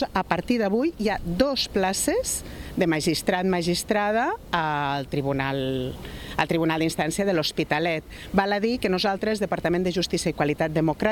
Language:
Catalan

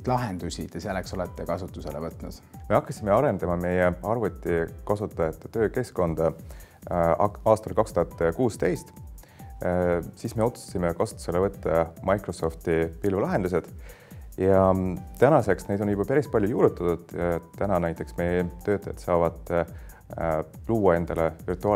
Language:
Estonian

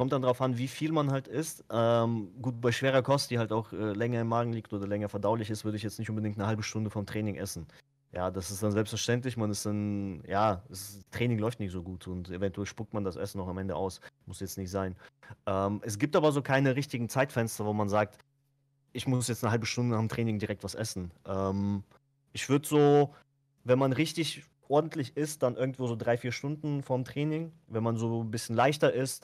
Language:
German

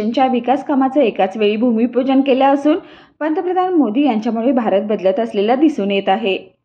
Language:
Marathi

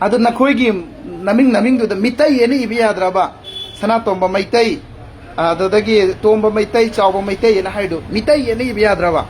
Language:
Manipuri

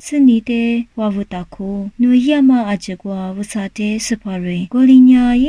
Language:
Lisu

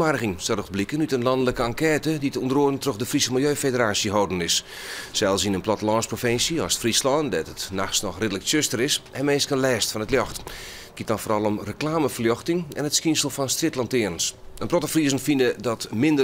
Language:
Western Frisian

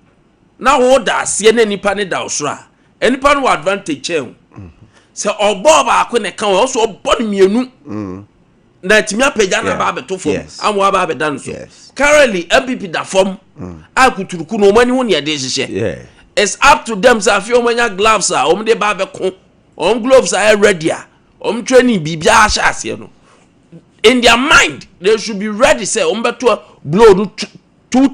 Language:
Akan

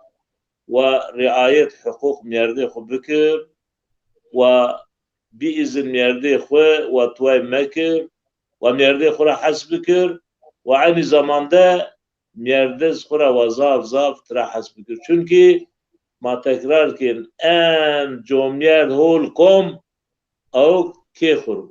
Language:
Zaza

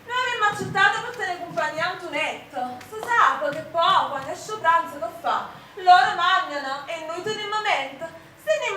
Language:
Neapolitan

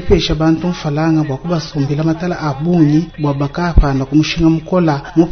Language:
Luba-Lulua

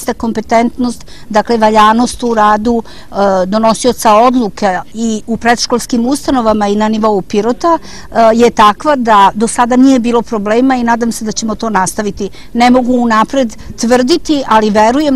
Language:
Serbian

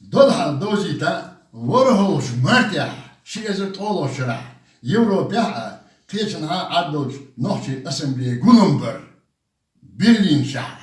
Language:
Chechen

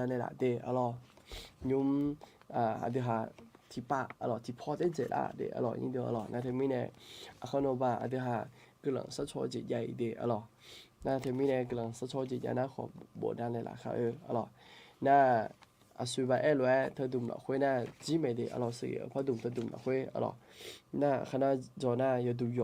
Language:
Akha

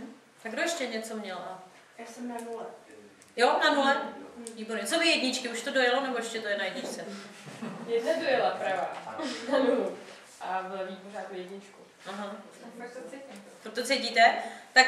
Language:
Czech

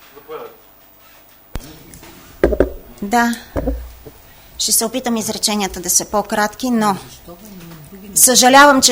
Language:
Bulgarian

